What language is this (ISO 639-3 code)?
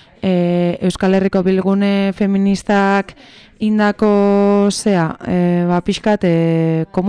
eus